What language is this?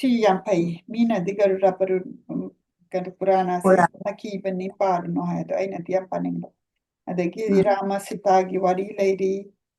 Manipuri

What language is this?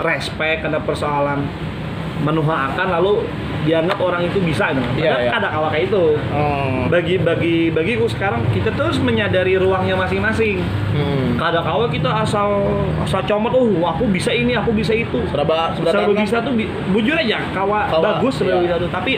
Banjar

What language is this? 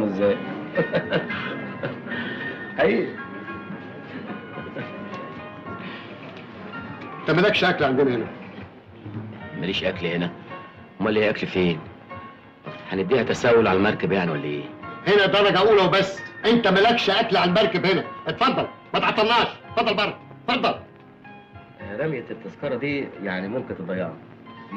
Egyptian Arabic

